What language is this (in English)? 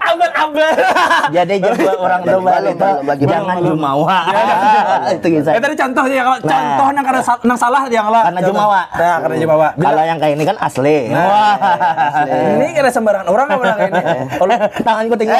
Banjar